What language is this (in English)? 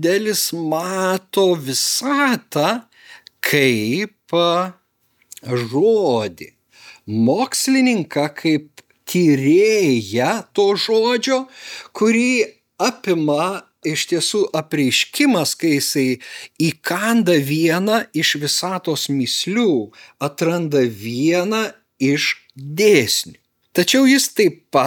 Lithuanian